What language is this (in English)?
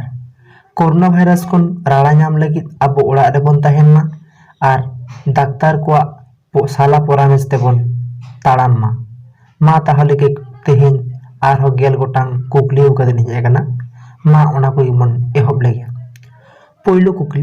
Santali